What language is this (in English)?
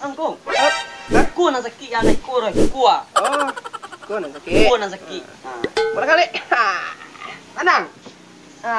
Minangkabau